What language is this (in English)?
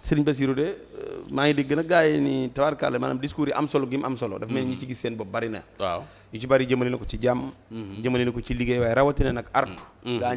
Wolof